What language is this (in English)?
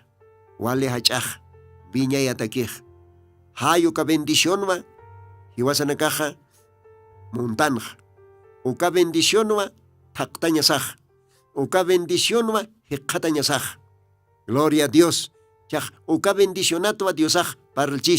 Aymara